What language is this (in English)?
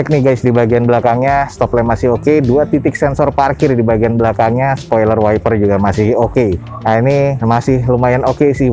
Indonesian